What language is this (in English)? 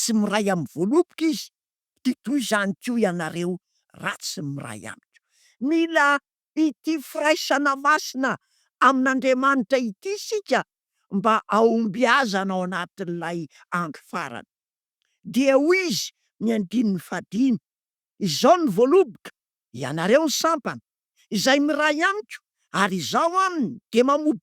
Malagasy